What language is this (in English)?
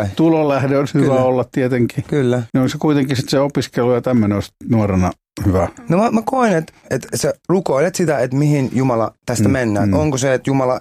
Finnish